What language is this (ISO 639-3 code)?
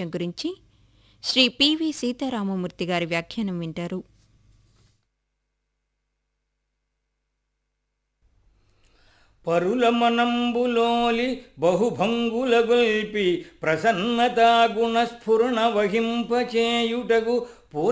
tel